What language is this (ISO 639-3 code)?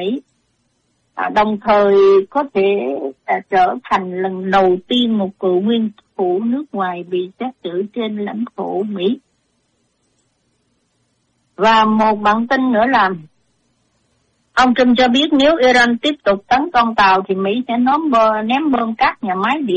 vie